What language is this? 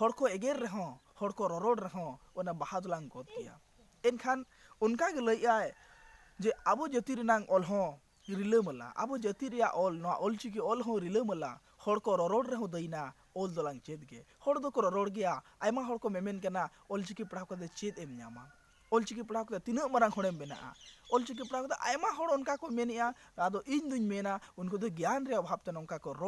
Santali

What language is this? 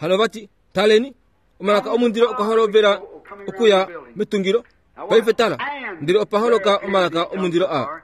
Kuanyama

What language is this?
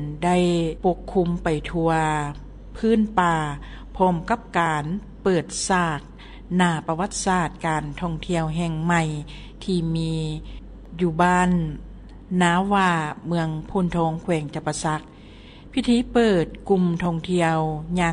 Lao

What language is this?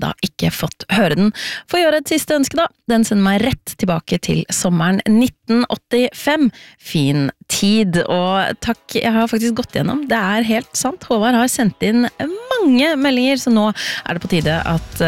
Norwegian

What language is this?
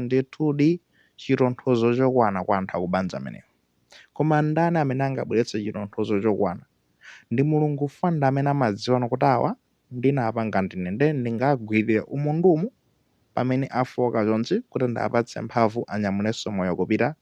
Nyanja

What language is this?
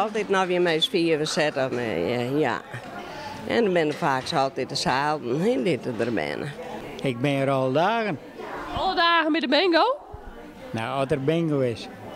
Western Frisian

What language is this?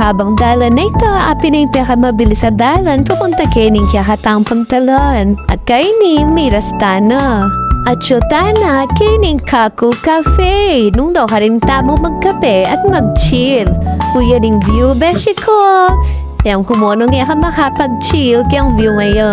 Pampanga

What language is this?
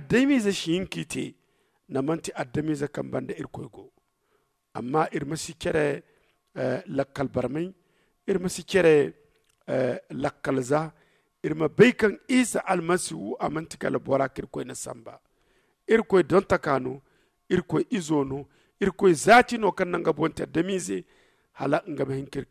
Zarma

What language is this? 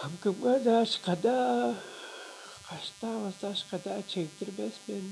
Tuvinian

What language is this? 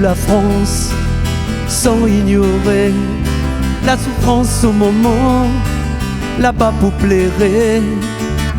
Réunion Creole French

